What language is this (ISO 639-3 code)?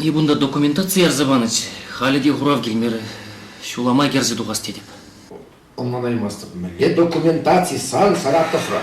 chv